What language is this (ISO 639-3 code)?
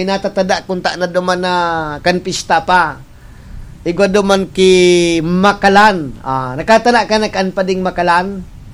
bik